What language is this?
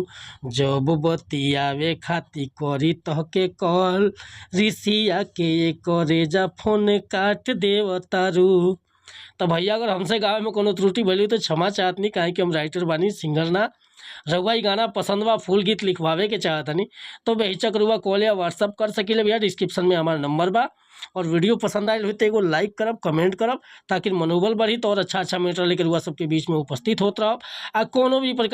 Bhojpuri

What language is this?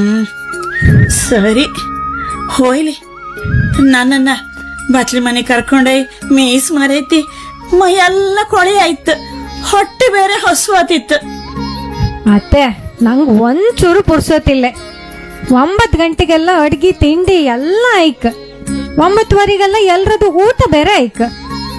Kannada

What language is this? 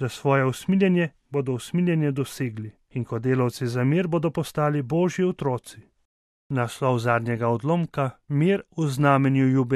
Slovenian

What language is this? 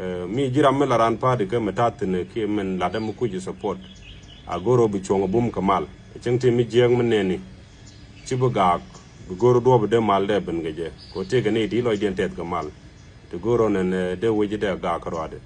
Nuer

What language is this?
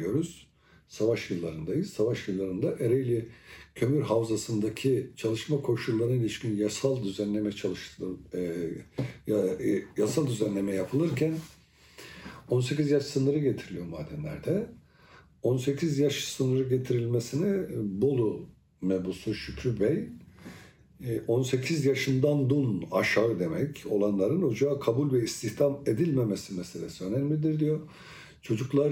Turkish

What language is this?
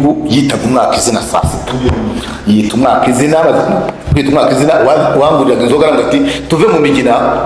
Kinyarwanda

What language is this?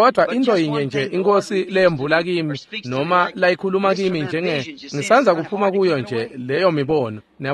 Swati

